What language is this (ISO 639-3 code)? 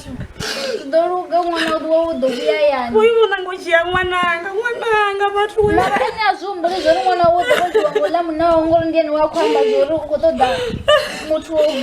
ven